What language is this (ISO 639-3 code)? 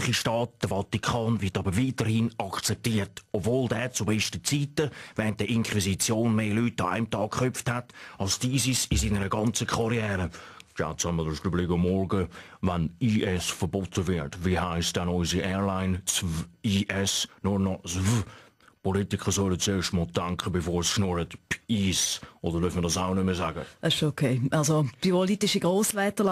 gsw